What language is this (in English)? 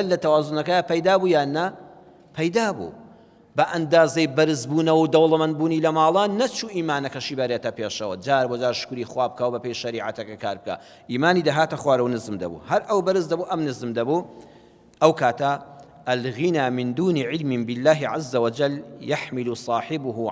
Central Kurdish